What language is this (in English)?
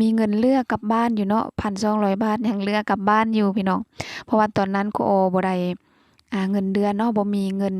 Lao